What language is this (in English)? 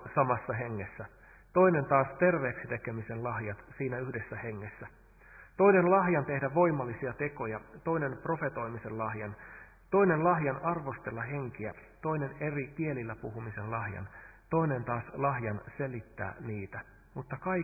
Finnish